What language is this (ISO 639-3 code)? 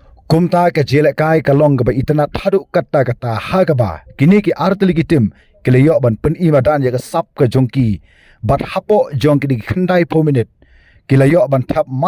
kha